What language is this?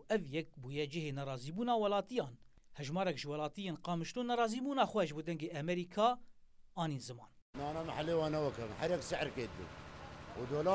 Kurdish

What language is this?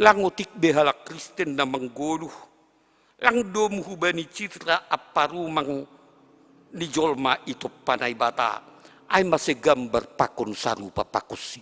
Batak Simalungun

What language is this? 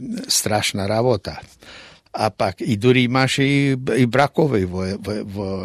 Macedonian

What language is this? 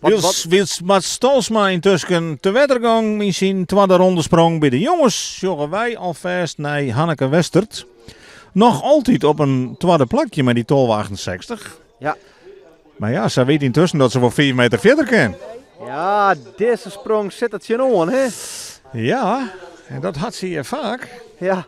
Western Frisian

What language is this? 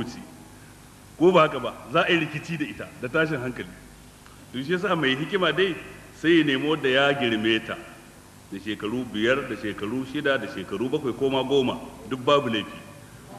Hausa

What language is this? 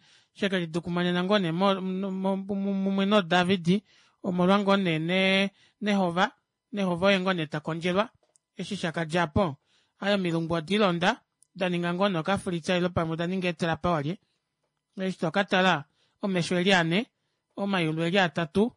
Kuanyama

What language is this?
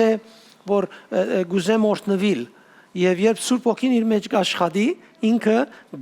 Western Armenian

